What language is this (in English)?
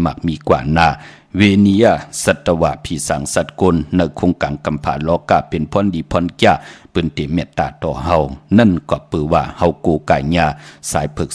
Shan